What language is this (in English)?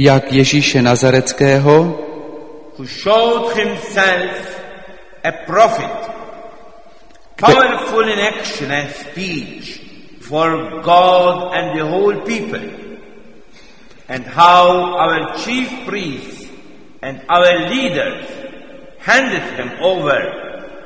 Czech